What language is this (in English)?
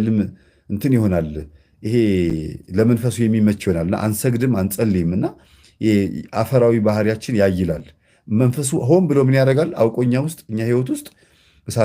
Amharic